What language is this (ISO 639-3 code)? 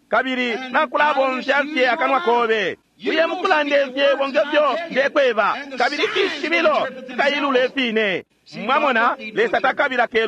bem